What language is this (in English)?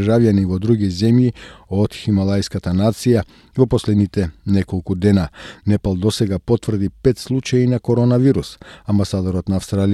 Macedonian